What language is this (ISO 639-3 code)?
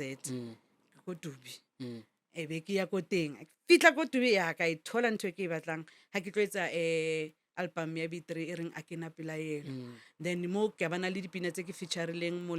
nso